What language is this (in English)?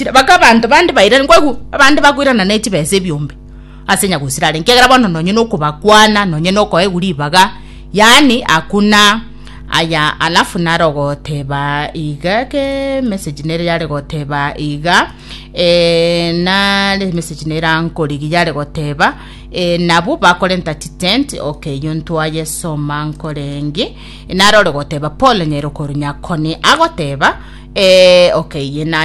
Gusii